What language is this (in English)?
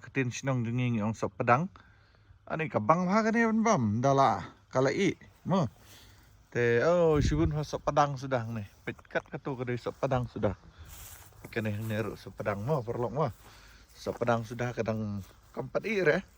Khasi